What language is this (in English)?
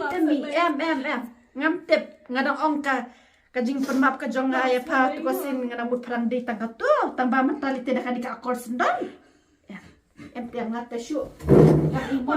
Khasi